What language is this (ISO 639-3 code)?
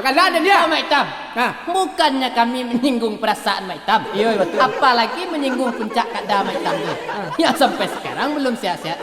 min